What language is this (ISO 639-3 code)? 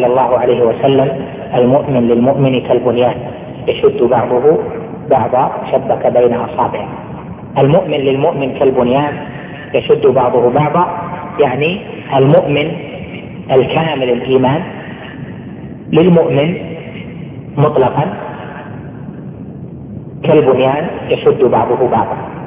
ara